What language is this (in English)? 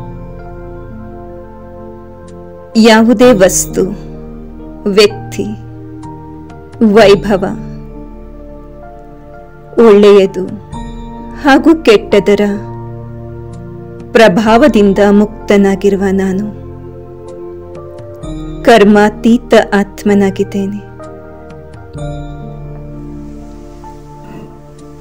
Kannada